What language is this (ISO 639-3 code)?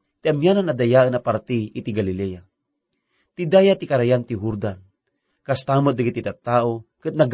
ilo